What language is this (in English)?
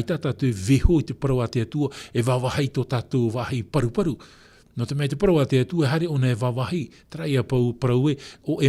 Tahitian